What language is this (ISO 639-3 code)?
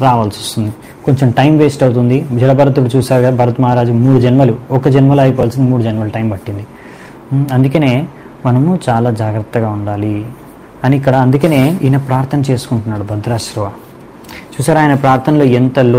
tel